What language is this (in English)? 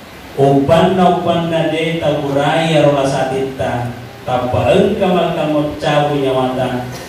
Buginese